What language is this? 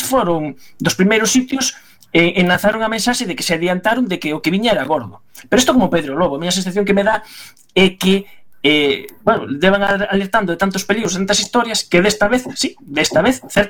Galician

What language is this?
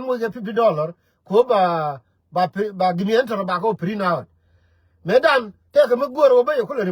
Nuer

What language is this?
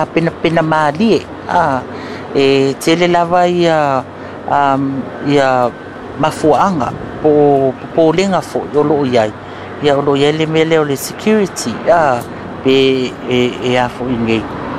Samoan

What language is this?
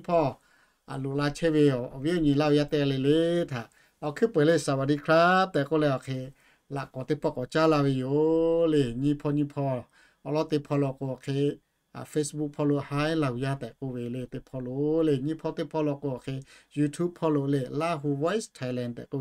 Lahu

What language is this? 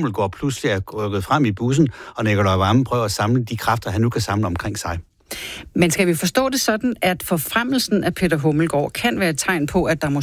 Danish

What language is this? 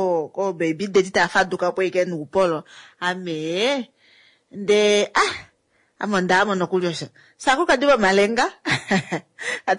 Kuanyama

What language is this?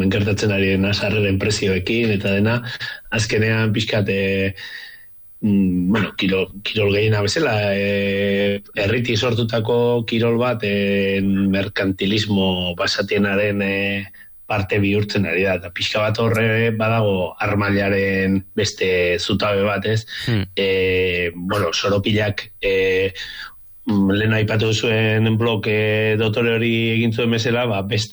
Basque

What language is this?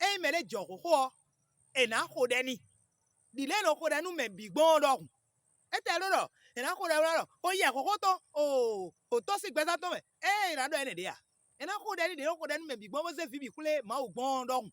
Fon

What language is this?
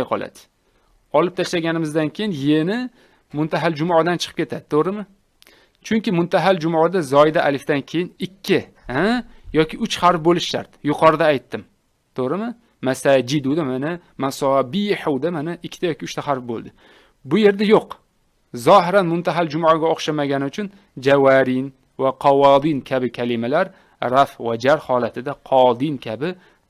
Uzbek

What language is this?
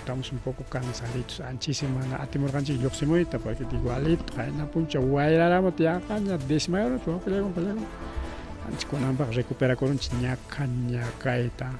Ayacucho Quechua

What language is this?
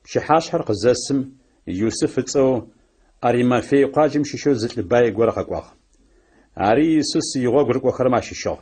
Adyghe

